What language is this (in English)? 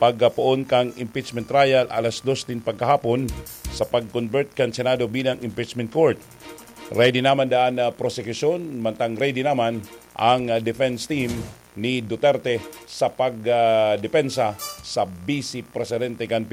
Bikol